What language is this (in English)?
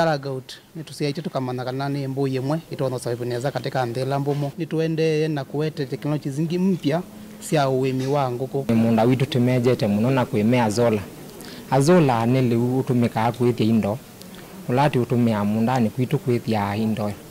Kamba